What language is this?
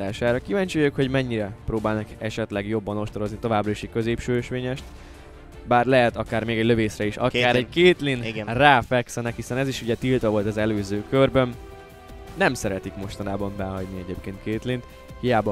Hungarian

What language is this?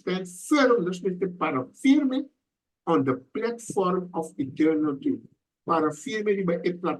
Papiamento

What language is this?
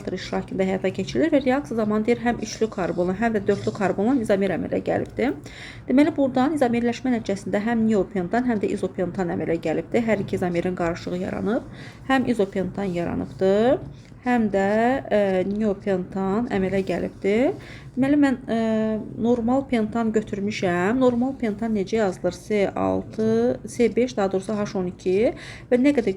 Azerbaijani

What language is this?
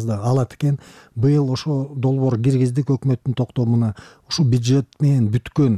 Kyrgyz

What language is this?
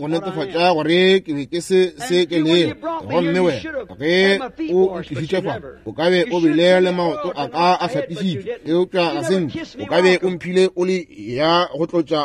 Northern Sotho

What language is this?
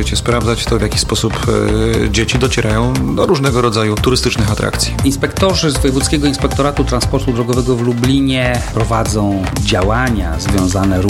Polish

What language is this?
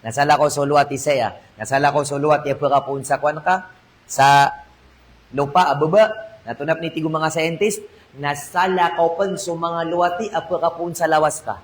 Maranao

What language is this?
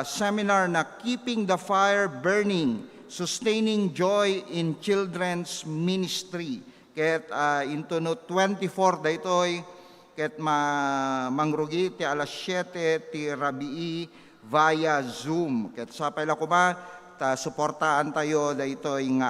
Iloko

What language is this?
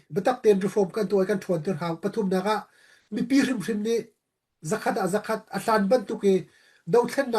Hakha Chin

